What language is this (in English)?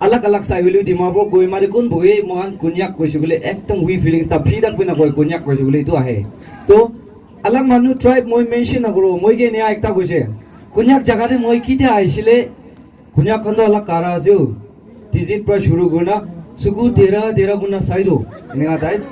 Naga Pidgin